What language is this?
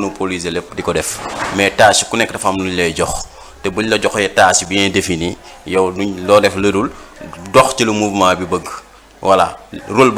Wolof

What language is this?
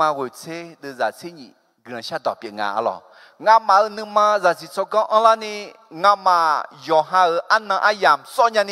Akha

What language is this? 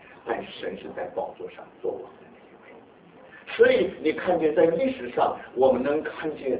Chinese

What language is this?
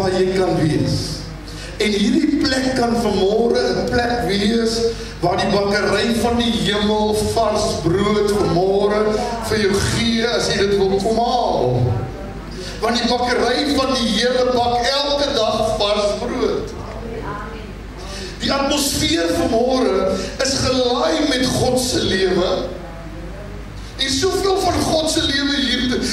Afrikaans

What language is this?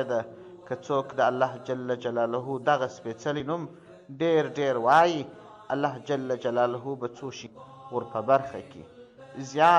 Pashto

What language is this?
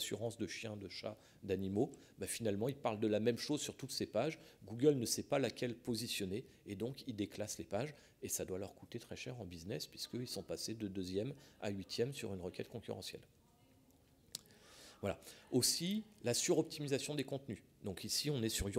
French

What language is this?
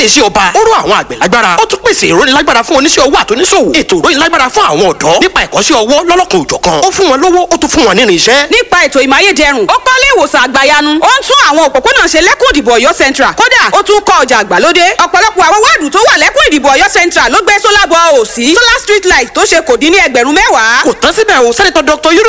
Yoruba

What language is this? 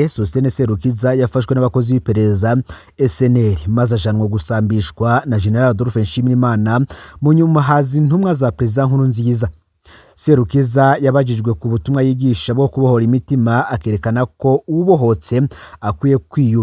Rundi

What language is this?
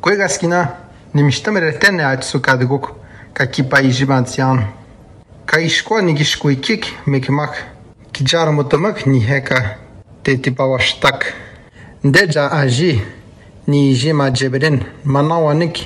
Atikamekw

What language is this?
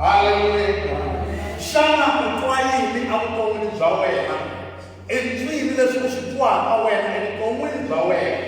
Tsonga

